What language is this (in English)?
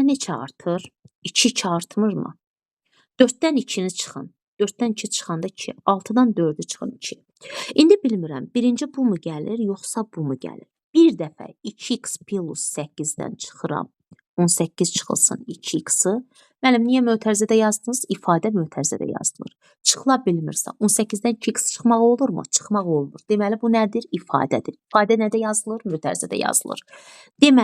Azerbaijani